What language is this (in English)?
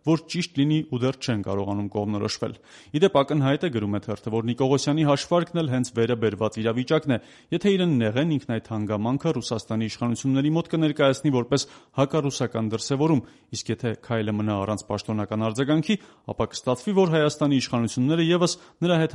Armenian